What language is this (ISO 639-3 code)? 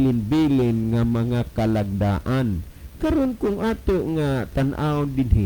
ceb